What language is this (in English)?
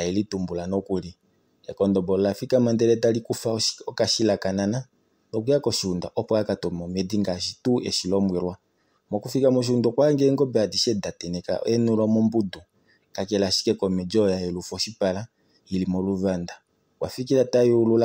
Kuanyama